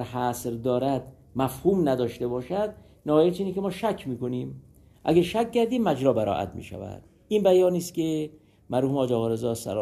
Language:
Persian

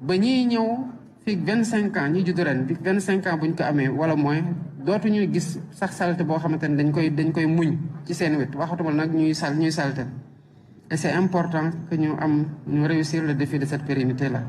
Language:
Wolof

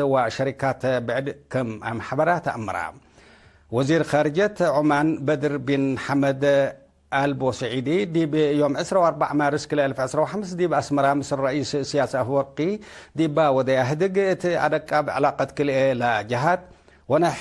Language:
Tigre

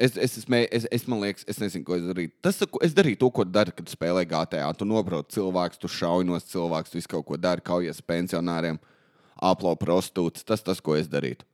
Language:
Latvian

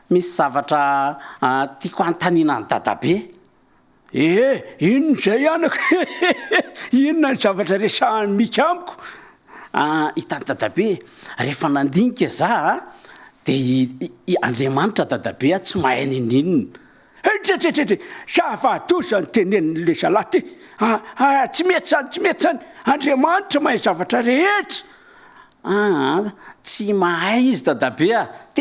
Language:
Malagasy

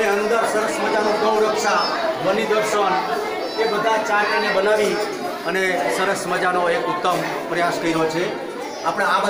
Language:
Gujarati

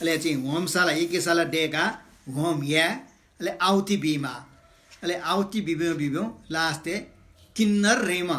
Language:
Newari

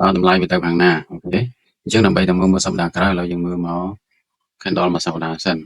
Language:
Khmer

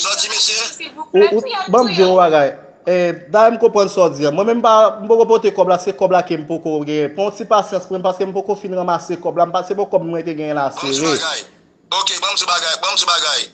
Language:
Haitian Creole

